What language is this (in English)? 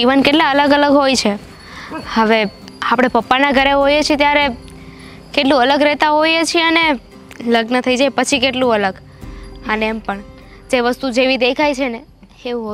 Gujarati